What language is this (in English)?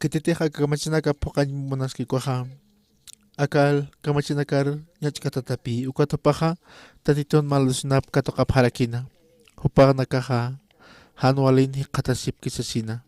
Aymara